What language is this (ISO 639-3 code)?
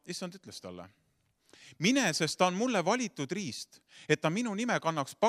est